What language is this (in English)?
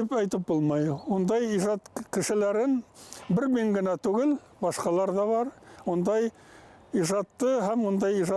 Bashkir